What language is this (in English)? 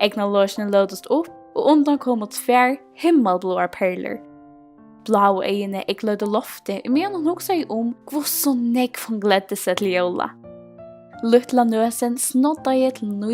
Faroese